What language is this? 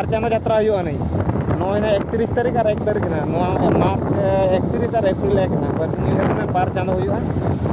Santali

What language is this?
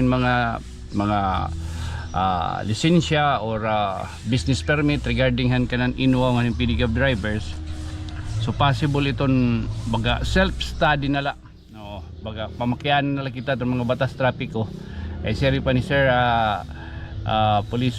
Waray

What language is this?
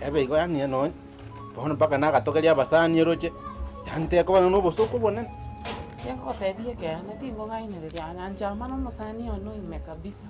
Gusii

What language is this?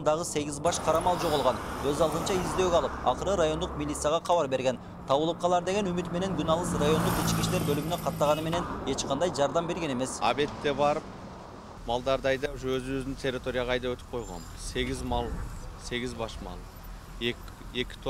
Kyrgyz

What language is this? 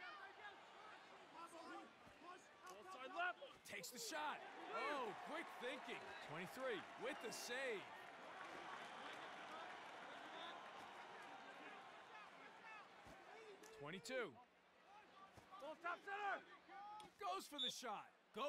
English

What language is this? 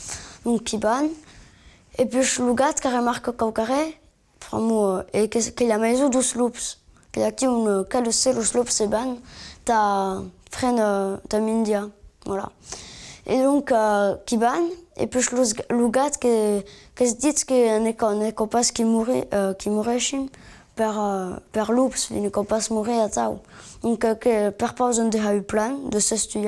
Occitan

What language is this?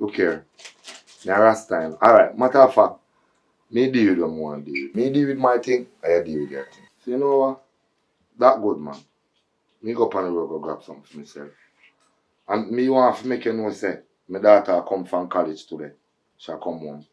Jamaican Creole English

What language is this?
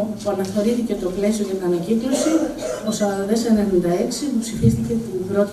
Greek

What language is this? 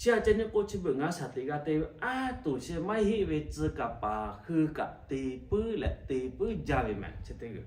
Lahu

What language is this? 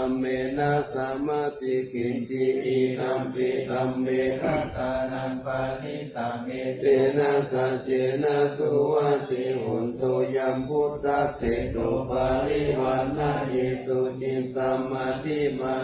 Pali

